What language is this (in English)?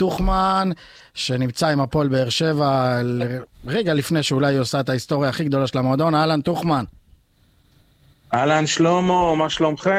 Hebrew